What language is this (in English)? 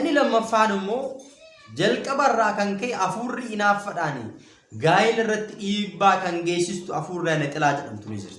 Oromo